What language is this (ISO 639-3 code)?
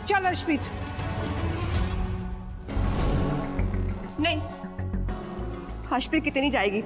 pan